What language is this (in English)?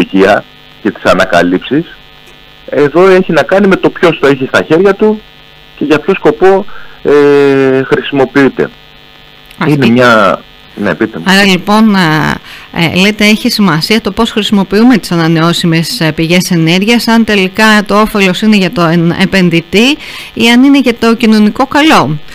Greek